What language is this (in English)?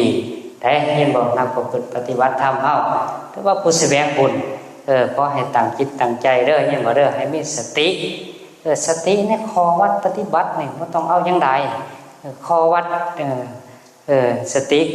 Northeastern Thai